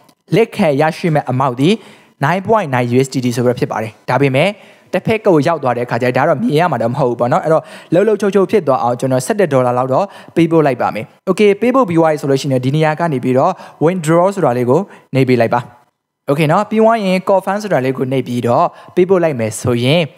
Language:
Burmese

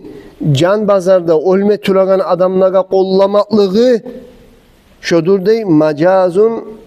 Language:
Kumyk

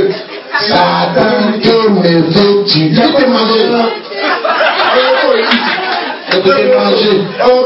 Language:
French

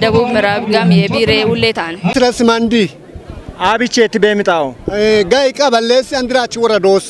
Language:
Kafa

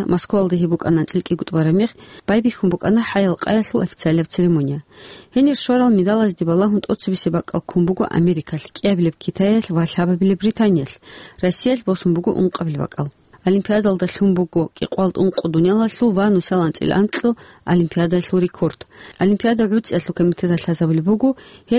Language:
Avaric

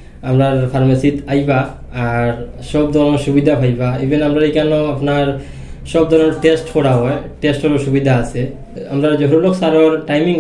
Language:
Sylheti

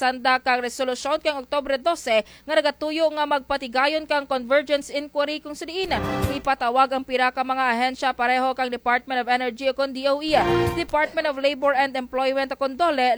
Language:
Kinaray-a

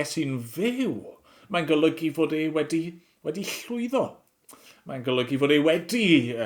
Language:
Welsh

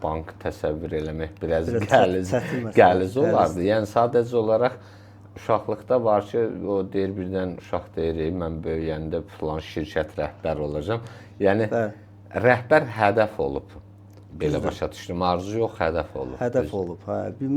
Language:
Azerbaijani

